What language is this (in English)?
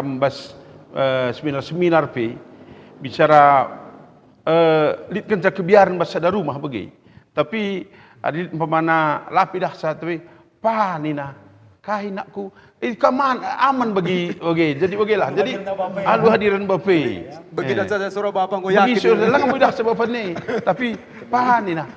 Batak Karo